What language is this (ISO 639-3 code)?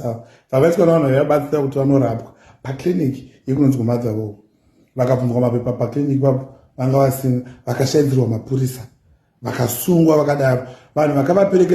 sna